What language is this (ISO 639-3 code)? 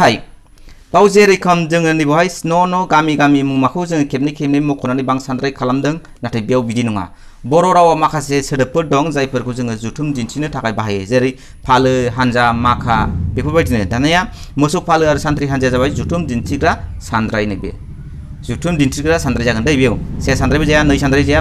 brx